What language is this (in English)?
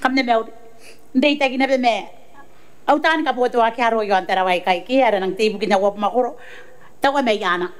Gilbertese